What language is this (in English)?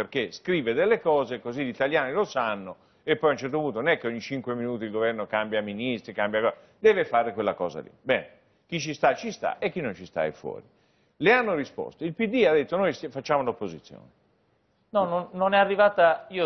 Italian